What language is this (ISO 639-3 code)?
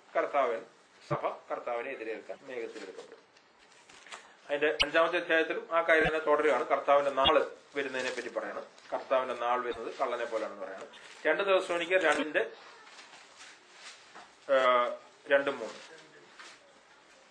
mal